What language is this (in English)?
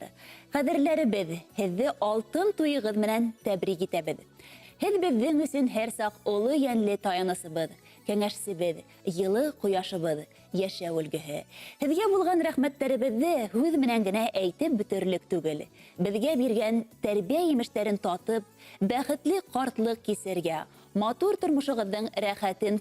Bashkir